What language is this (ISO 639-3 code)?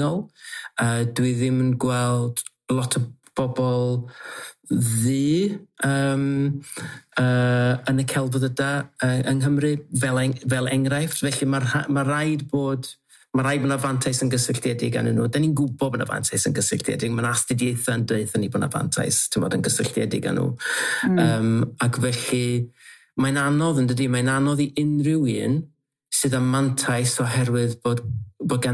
cym